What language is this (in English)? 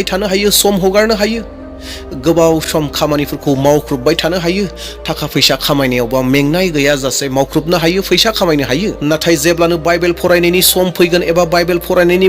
Bodo